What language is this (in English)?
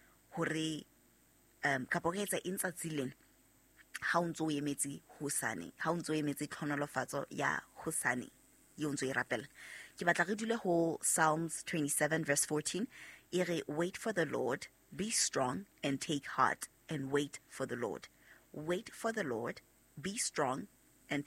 Southern Sotho